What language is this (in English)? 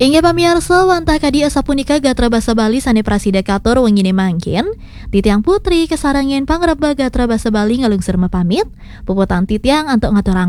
Balinese